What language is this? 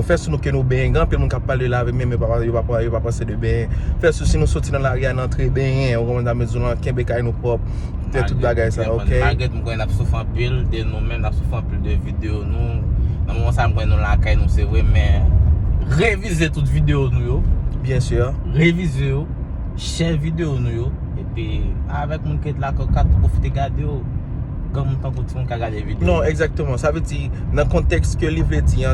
Haitian Creole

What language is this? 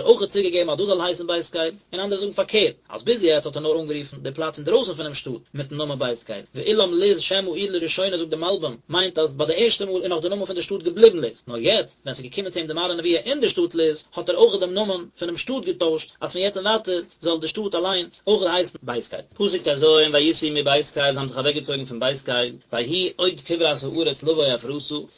Yiddish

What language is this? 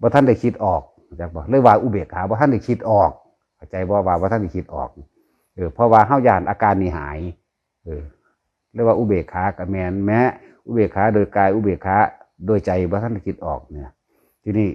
Northeastern Thai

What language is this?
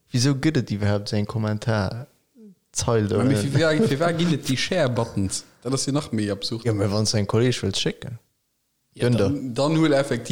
Luxembourgish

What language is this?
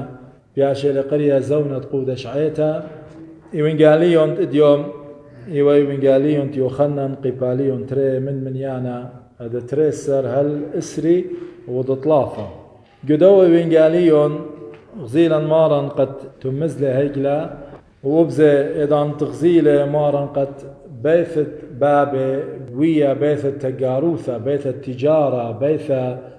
Assyrian Neo-Aramaic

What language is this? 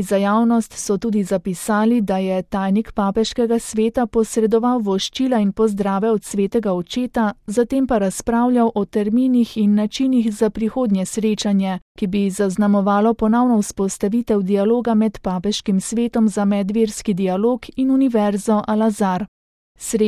Slovenian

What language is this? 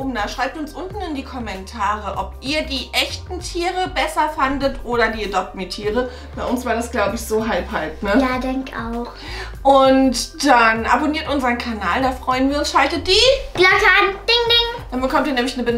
German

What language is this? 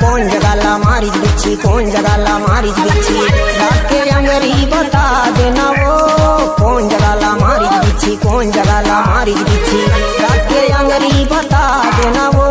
Chhattisgarhi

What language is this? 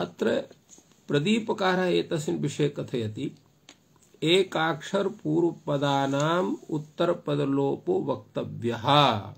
Sanskrit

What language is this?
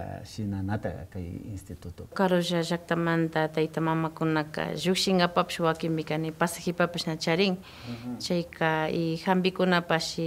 Imbabura Highland Quichua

